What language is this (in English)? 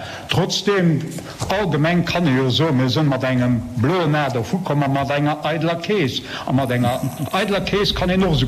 Luxembourgish